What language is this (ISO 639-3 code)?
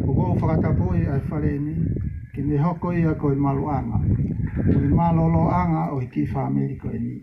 ton